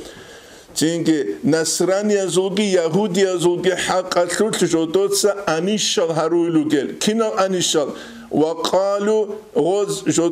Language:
Avaric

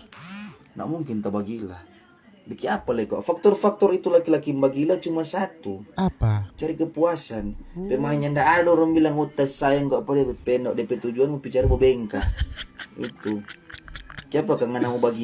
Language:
Manado Malay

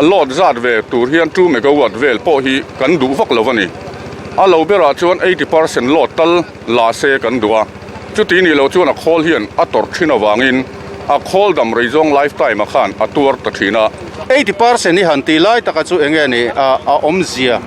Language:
Mizo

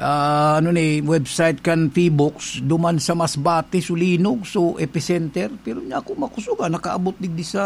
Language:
Bikol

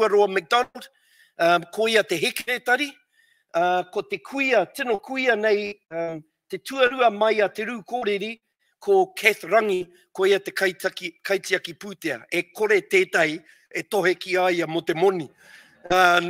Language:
Māori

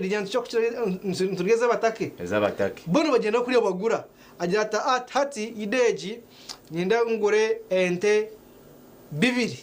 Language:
Nyankole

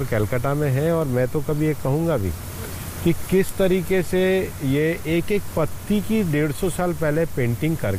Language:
Hindi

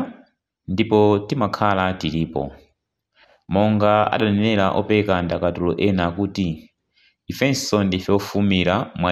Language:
Nyanja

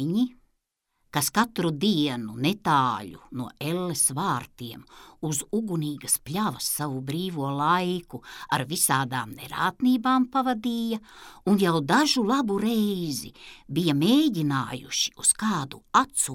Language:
Latvian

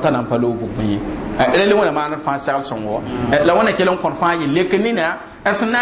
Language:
Mossi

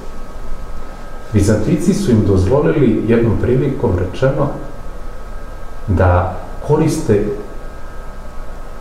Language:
Serbian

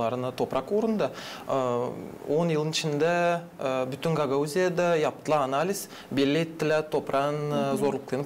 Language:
Gagauz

